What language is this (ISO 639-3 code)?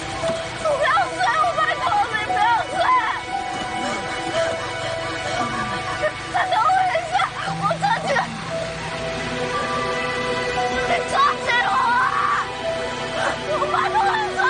zho